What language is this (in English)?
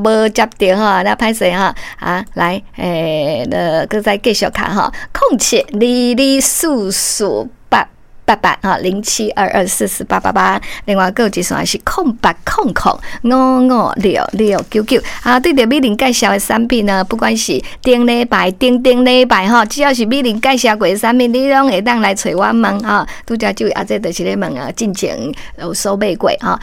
Min Nan Chinese